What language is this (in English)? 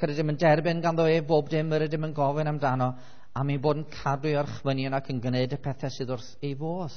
Welsh